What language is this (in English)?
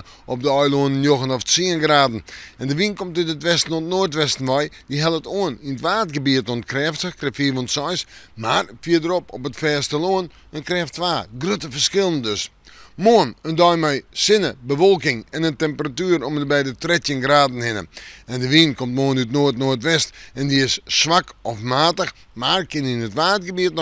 Western Frisian